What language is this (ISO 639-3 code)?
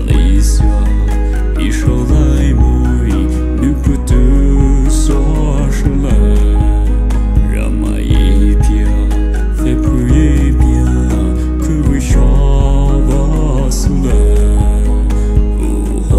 pmx